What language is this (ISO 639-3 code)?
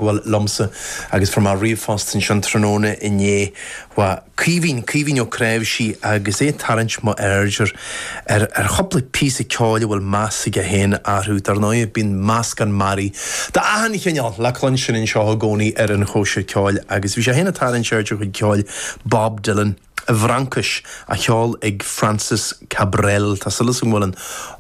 gle